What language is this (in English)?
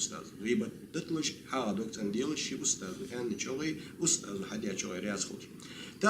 Ingush